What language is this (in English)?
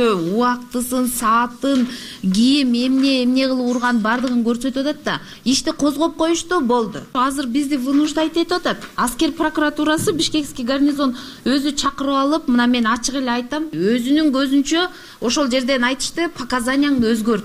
Kyrgyz